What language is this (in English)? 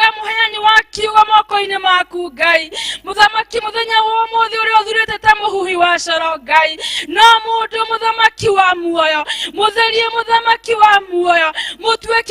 Kikuyu